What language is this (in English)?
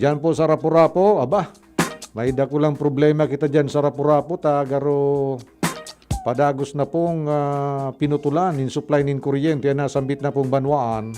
Bikol